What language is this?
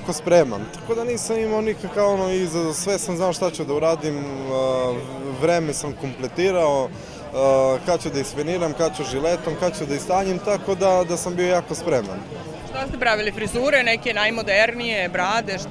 Serbian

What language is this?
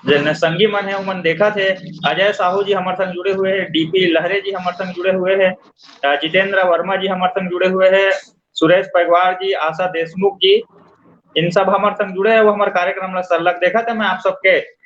Chhattisgarhi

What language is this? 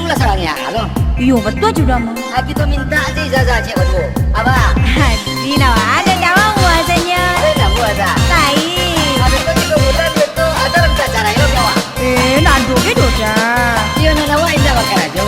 Minangkabau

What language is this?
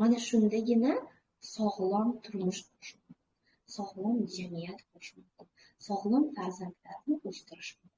Uzbek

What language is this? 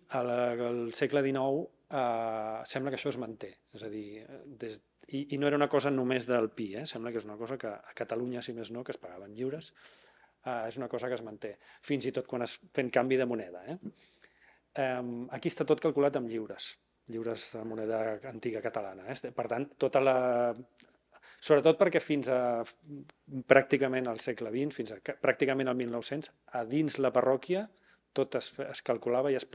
Catalan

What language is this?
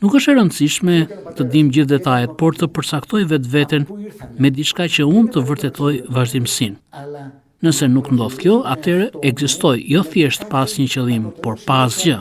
Albanian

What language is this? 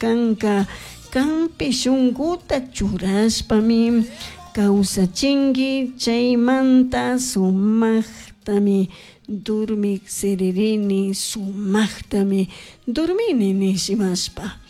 Chimborazo Highland Quichua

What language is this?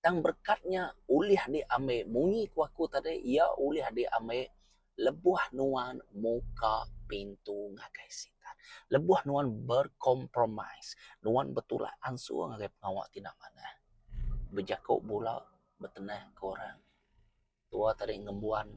Iban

